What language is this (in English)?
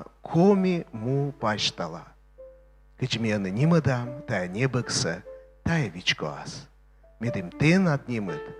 Komi